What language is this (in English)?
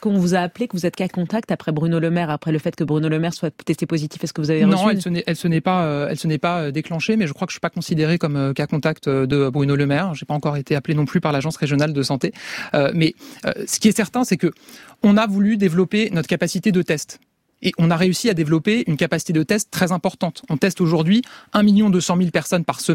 French